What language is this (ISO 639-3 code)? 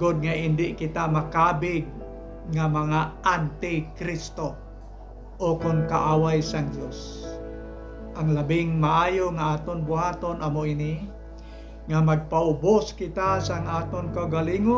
hil